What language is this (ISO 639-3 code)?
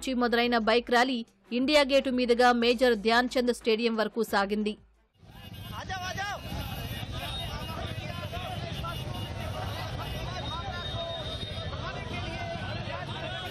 tel